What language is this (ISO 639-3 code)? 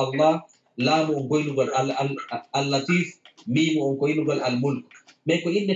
ful